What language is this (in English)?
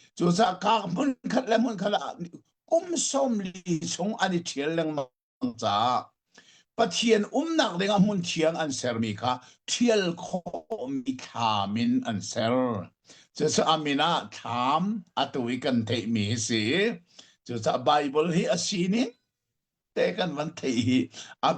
Hakha Chin